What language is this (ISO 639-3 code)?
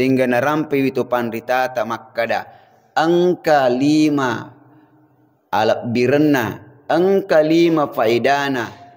bug